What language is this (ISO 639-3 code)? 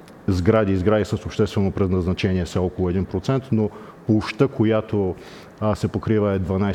bul